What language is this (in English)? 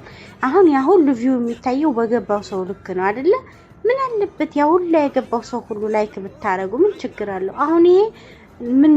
Amharic